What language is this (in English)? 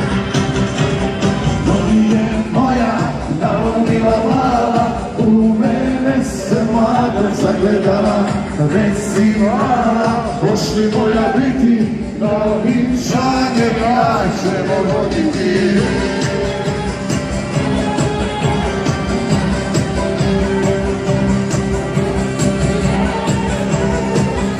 Croatian